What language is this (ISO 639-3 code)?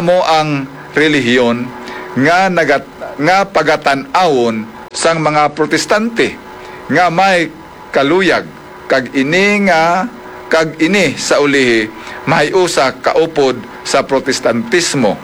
hil